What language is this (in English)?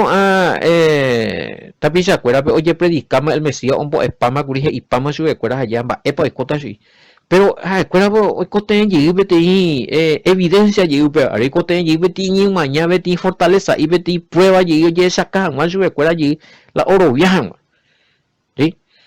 Guarani